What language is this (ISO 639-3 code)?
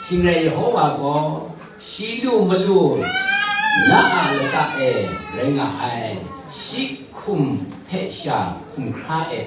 kac